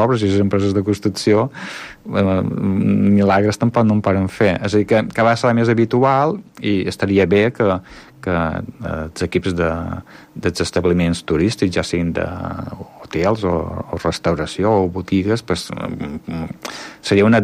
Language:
Catalan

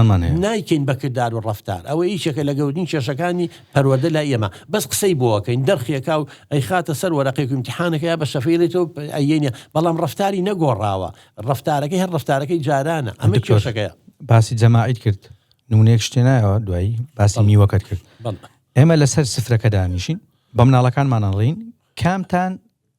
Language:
Central Kurdish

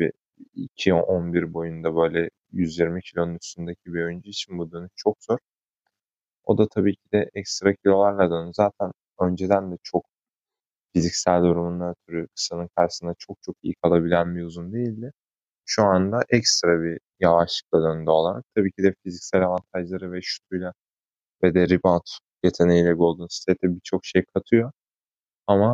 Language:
Turkish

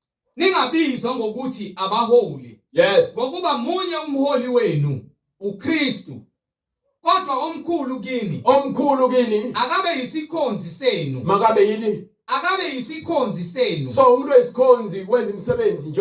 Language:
Zulu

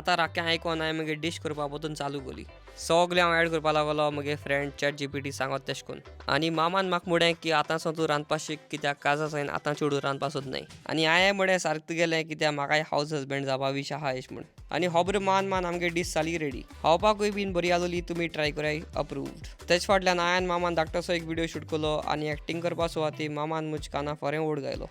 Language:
Konkani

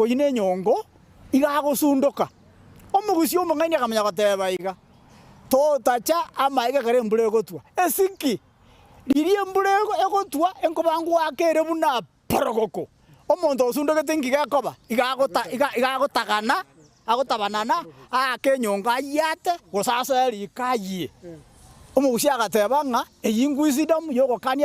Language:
Gusii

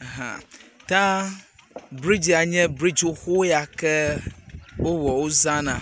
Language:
Ewe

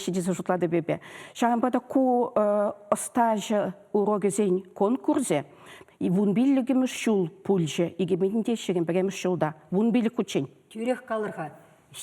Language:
Chuvash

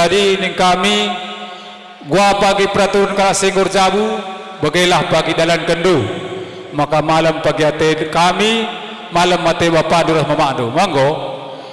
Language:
Batak Karo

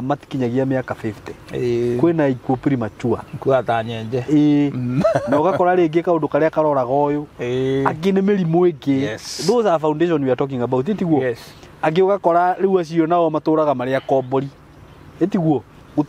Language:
Kikuyu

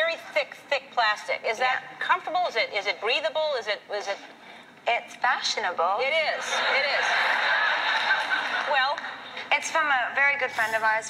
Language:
English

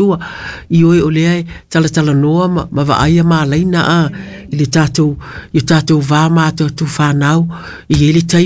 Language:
Samoan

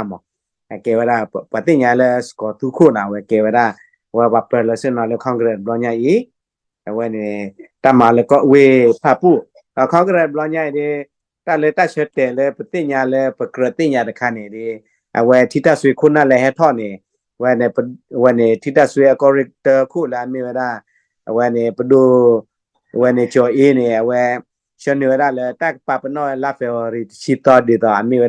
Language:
S'gaw Karen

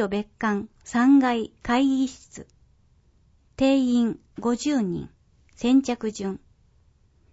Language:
Japanese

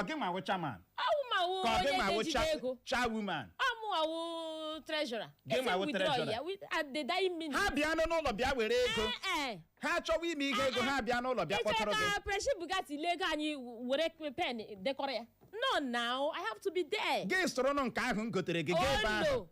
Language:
Igbo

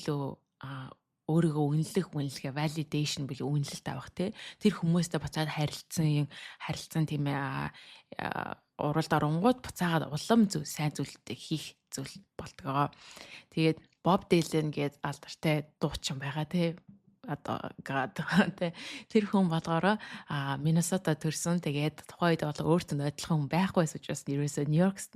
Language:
Mongolian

